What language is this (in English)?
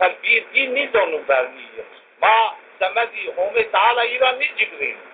Zaza